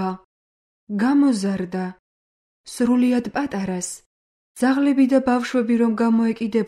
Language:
Georgian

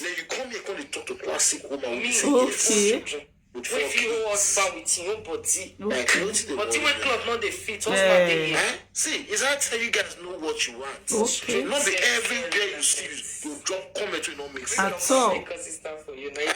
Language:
Nigerian Pidgin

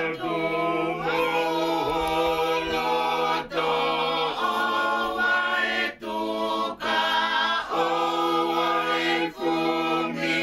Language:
Tongan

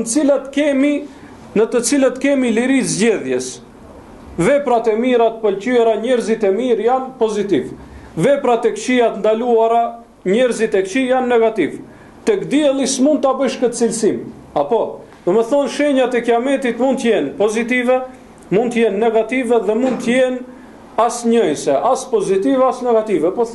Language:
Albanian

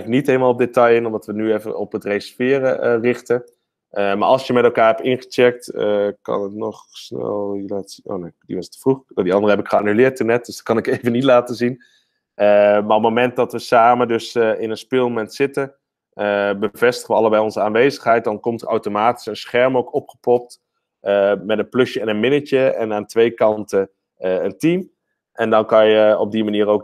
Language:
Dutch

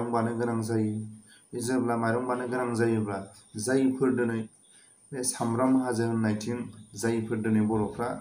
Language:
Bodo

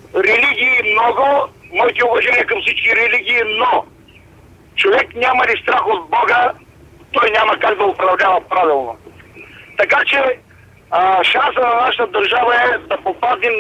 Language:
Bulgarian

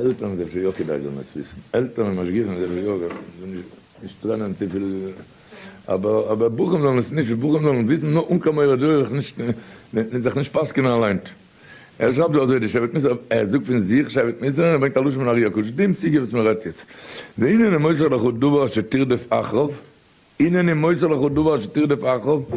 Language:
Yiddish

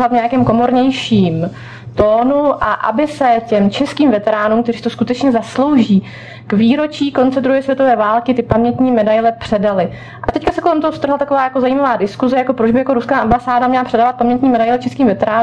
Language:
Czech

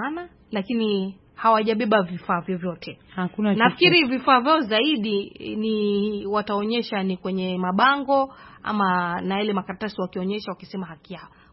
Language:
Swahili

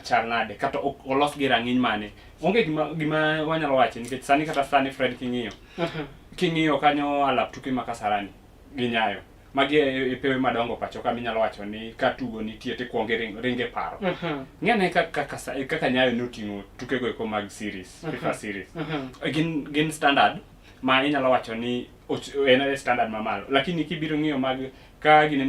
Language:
Luo (Kenya and Tanzania)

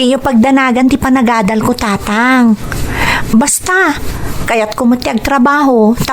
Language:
Iloko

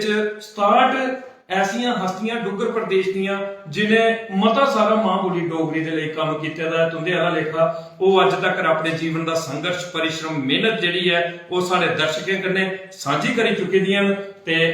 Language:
Dogri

